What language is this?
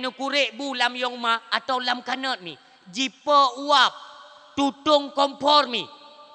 Achinese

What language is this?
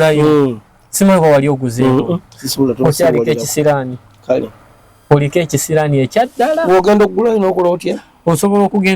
Ganda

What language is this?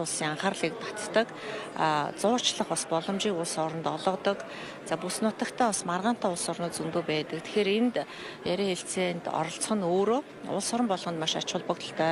Mongolian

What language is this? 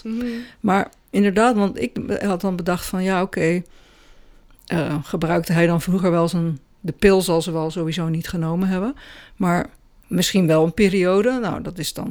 Dutch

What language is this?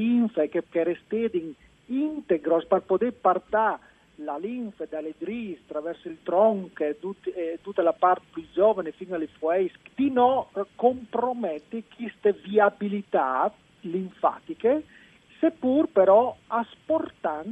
Friulian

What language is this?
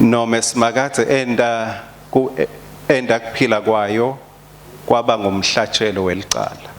Swati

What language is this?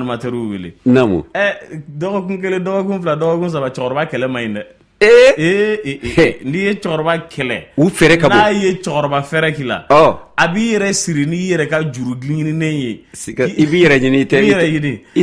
Bambara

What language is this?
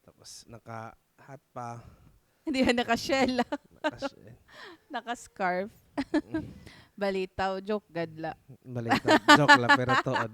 Waray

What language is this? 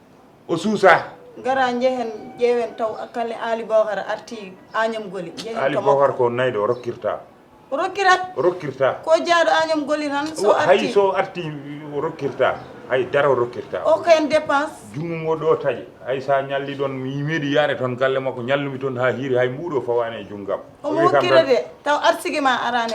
Fula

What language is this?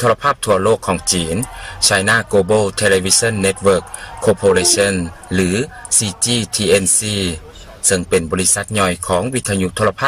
Lao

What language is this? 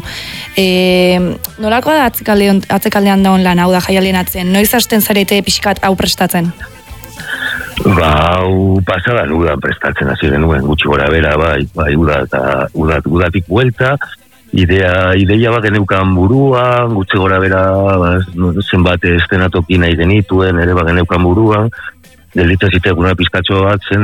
Basque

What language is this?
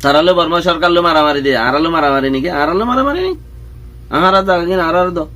Rohingya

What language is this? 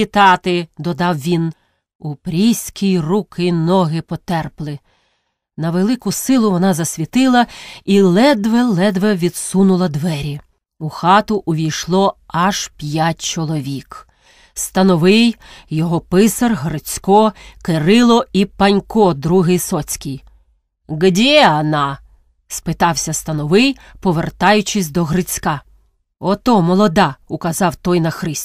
Ukrainian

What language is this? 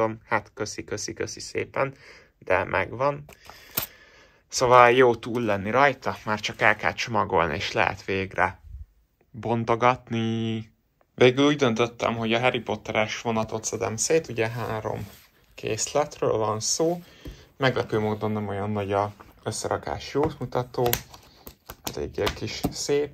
Hungarian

